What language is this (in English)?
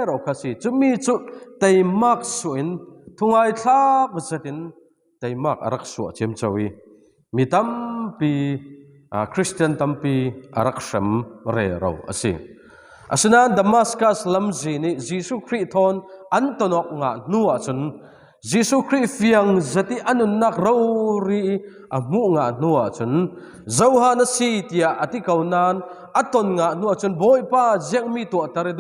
Falam Chin